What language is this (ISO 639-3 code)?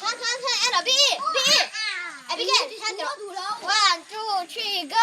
lus